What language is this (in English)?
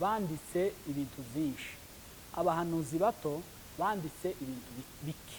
Kinyarwanda